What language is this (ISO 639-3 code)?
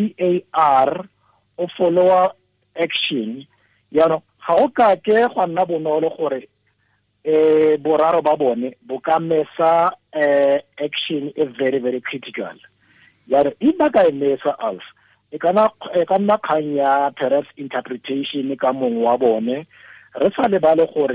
tsn